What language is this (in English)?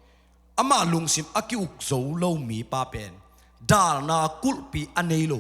Tedim Chin